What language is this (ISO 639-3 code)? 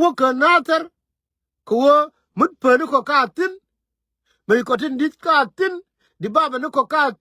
nus